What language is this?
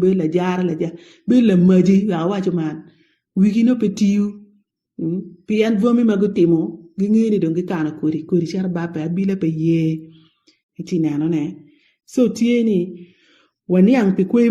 Acoli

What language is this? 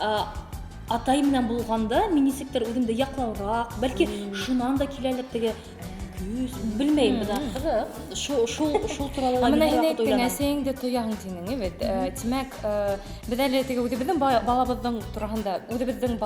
Bashkir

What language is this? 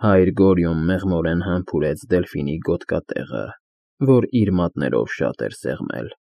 Armenian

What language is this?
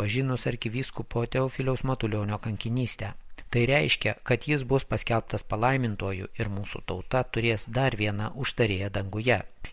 Lithuanian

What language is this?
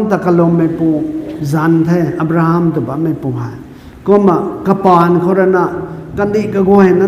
Rongmei Naga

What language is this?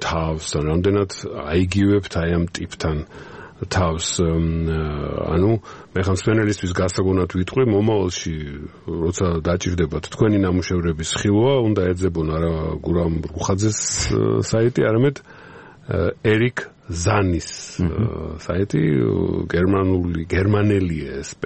Georgian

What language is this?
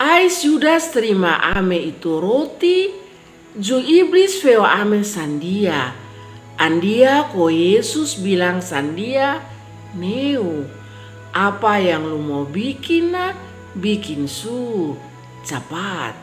Kupang Malay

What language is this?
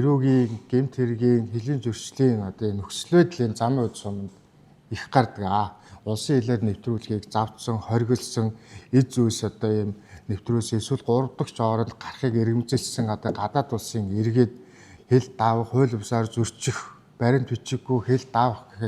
Mongolian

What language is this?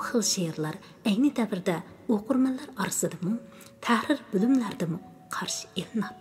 Uyghur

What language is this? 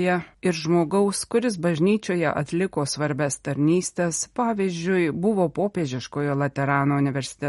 Lithuanian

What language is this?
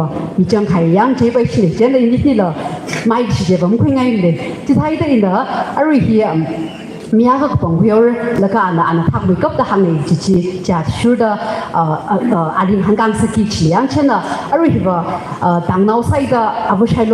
Tangkhul Naga (India)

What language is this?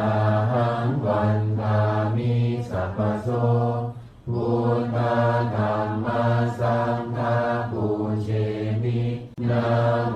Pali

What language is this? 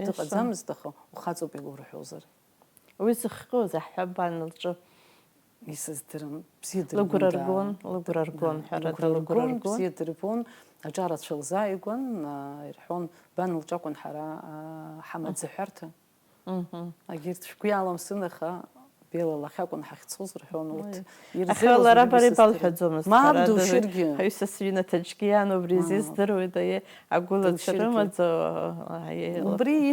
Abkhazian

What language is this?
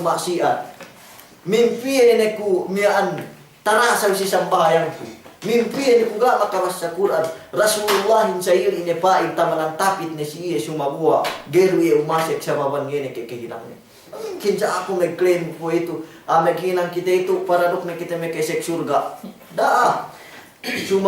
Yakan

